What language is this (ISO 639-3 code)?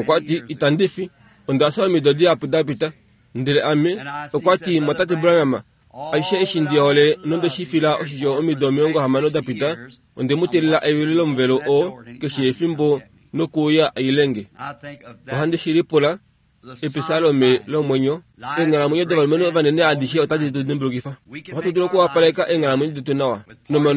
kua